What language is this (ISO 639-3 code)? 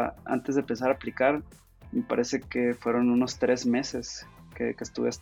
spa